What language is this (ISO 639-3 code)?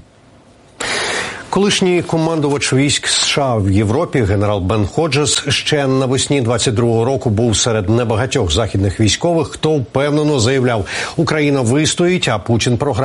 ukr